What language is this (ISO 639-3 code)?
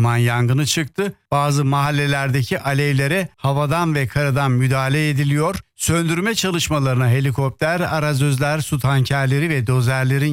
tur